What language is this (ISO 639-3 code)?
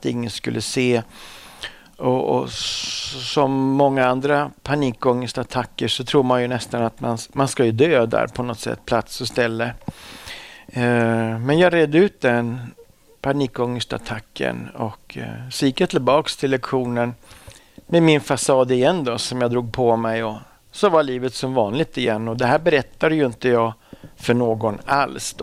swe